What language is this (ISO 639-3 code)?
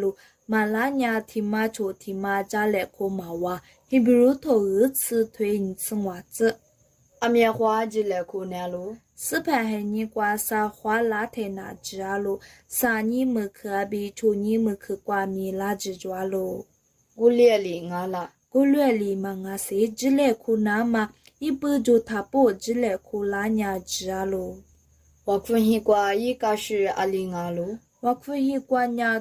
lis